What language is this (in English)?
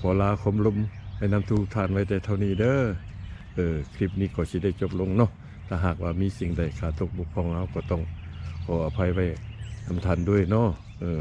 Lao